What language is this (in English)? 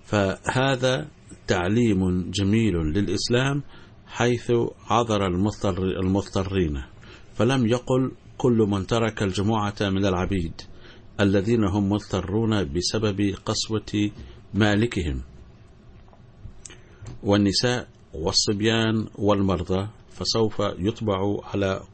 Arabic